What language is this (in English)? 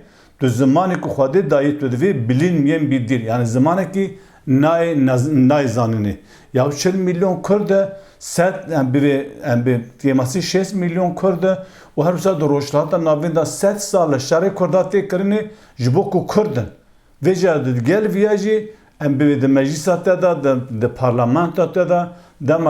Kurdish